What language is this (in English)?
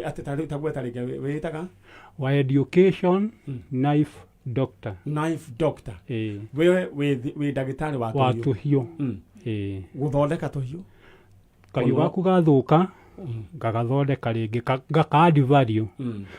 Kikuyu